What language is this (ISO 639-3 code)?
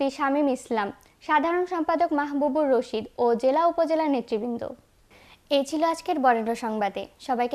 ben